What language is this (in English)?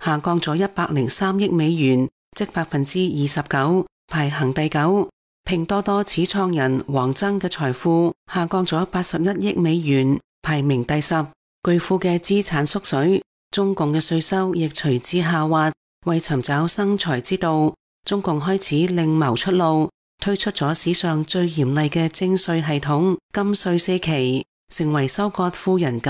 Cantonese